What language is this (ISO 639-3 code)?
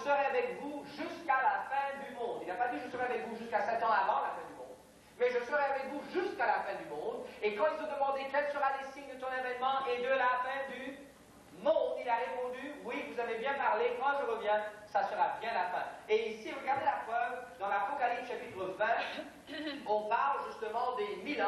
fra